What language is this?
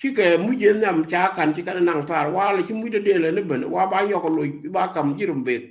Nuer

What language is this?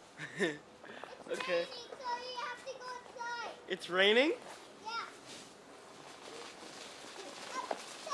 English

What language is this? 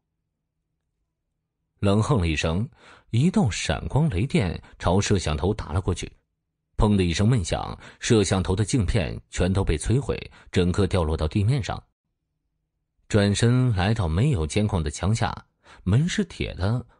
Chinese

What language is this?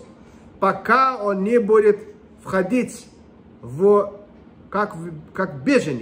Russian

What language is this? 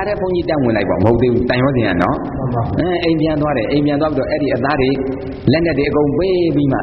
Burmese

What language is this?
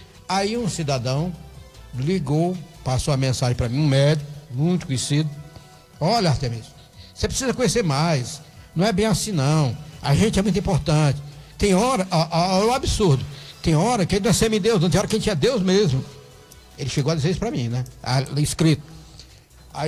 Portuguese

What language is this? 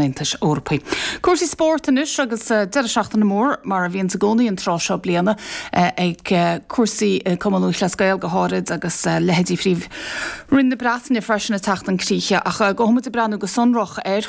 Irish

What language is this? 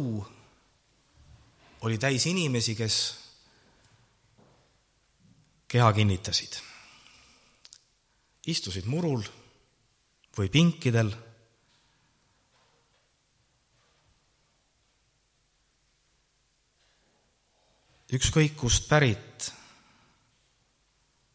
Estonian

